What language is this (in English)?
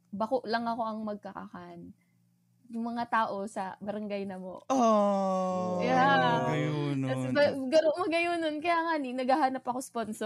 Bikol